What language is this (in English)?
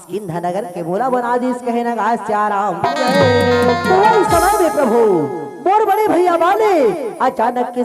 Chhattisgarhi